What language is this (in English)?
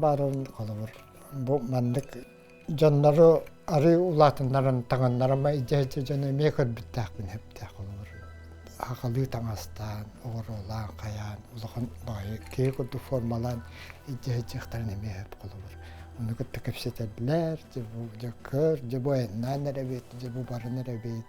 Yakut